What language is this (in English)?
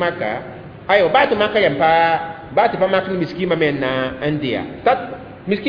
Mossi